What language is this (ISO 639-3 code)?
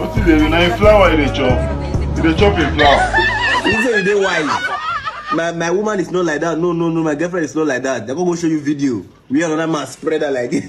pcm